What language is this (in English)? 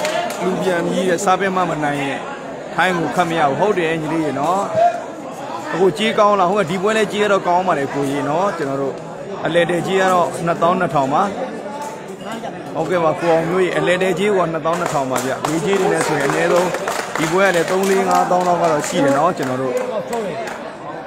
Burmese